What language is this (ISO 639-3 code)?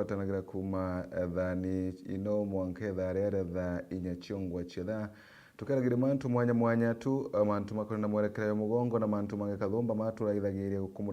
mer